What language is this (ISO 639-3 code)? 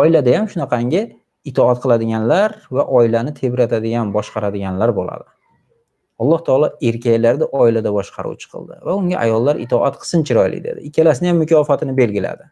uzb